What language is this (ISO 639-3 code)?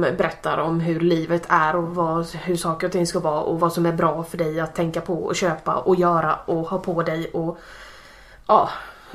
swe